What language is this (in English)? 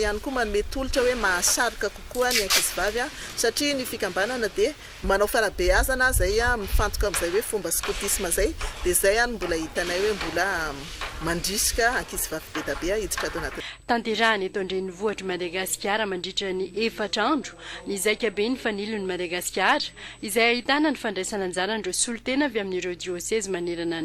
Malagasy